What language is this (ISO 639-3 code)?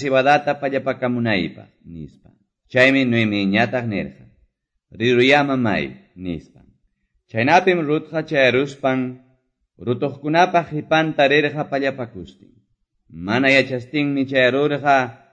que